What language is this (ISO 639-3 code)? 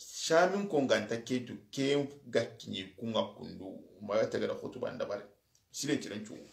snk